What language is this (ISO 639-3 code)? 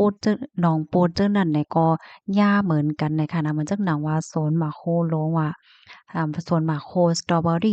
shn